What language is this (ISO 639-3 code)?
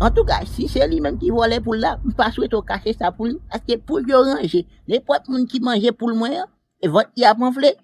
hat